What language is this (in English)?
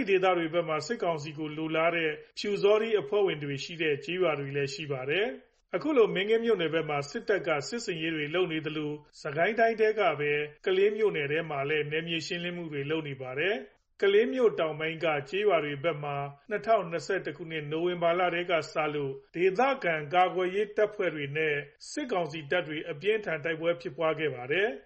Burmese